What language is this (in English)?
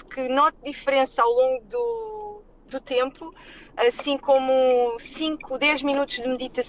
Portuguese